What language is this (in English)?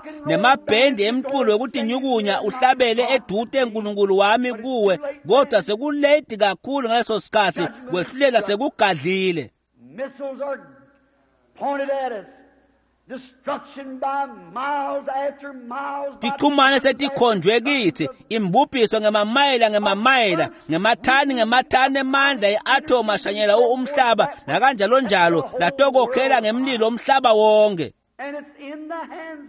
Swati